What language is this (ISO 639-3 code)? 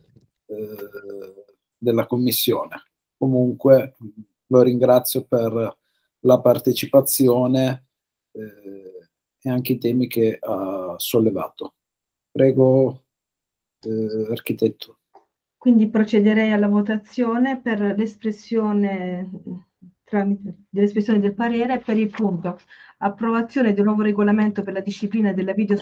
ita